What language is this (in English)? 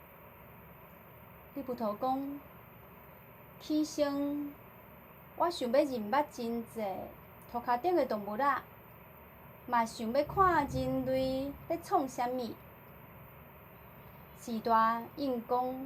Min Nan Chinese